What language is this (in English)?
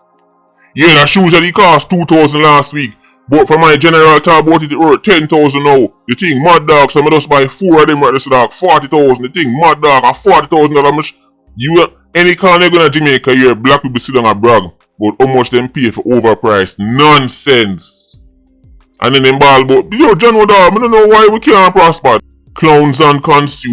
Jamaican Creole English